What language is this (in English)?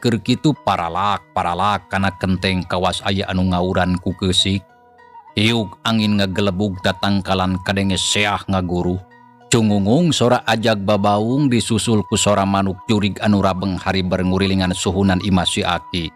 Sundanese